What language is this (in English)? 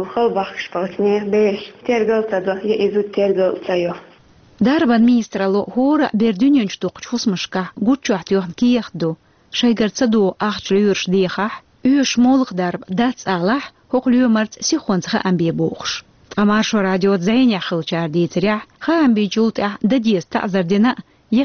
Chechen